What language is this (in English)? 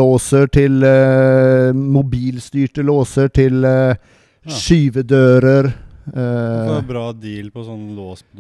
Norwegian